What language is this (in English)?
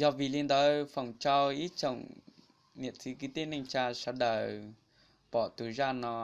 Hmong